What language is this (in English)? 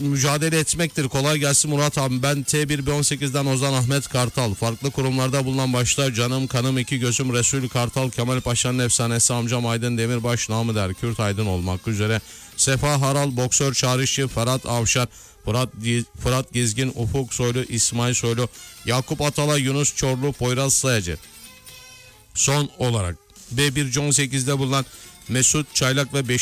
Turkish